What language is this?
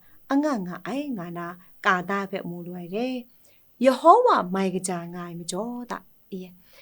Kachin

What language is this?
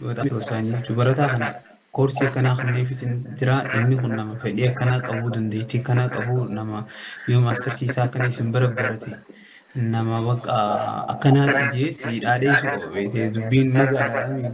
Oromo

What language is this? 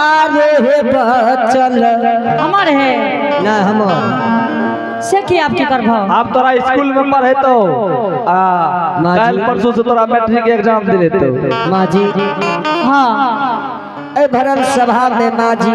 Angika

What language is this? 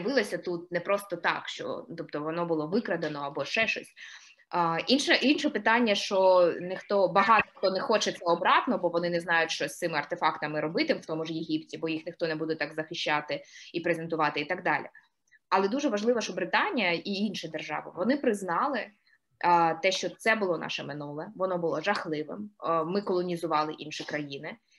Ukrainian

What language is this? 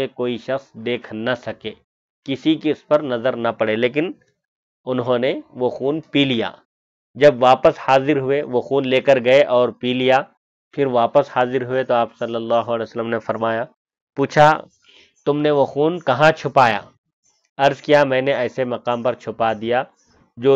Urdu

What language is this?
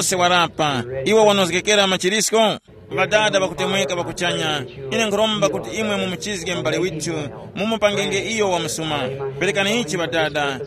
Tumbuka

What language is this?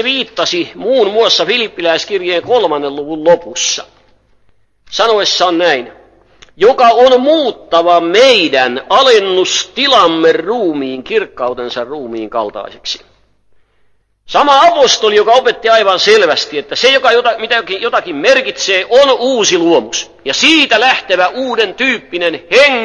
Finnish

